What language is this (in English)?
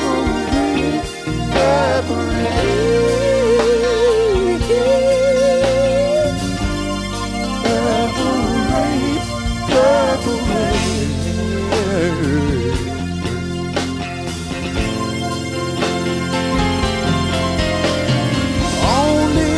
English